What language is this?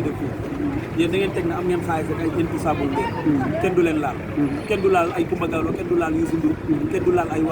Wolof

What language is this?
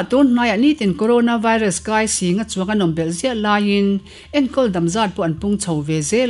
Mizo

